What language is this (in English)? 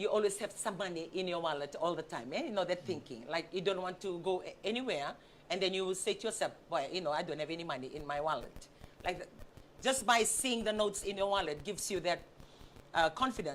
Fijian